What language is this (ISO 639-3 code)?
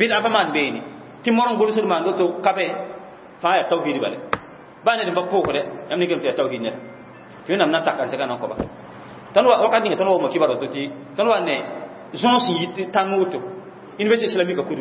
mos